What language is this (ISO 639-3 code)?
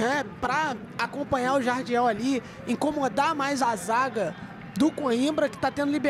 por